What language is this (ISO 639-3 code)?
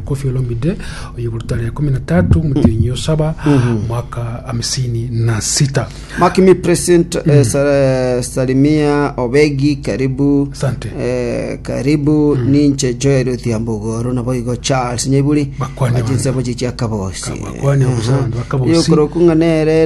guz